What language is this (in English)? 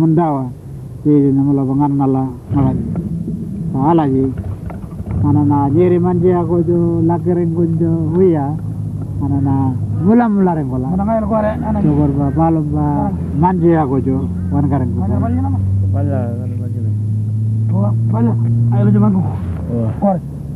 Pitjantjatjara